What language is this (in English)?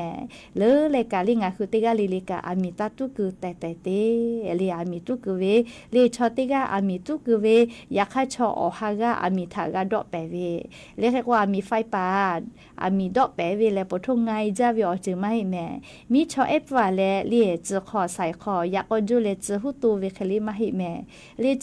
Lahu